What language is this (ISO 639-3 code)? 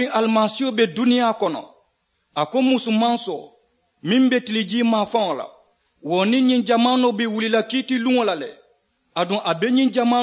man